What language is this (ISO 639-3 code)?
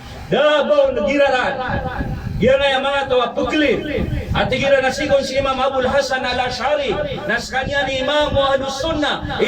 mrw